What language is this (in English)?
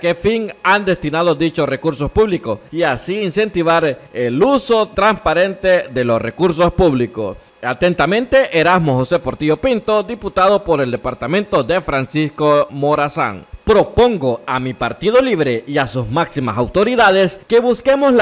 Spanish